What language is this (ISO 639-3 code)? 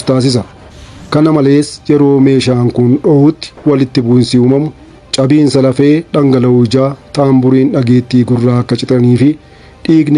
orm